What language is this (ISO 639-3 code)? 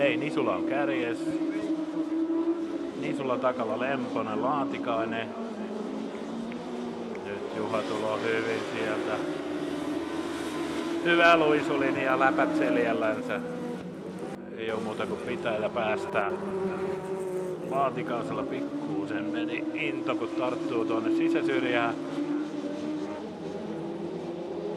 fin